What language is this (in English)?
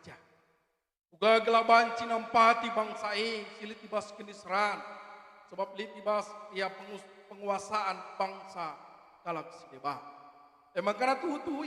Batak Karo